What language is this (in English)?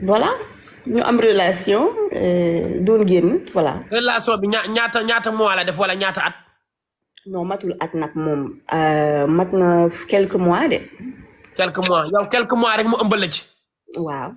Wolof